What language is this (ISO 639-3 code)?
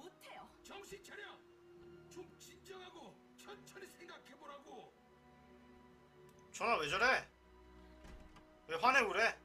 kor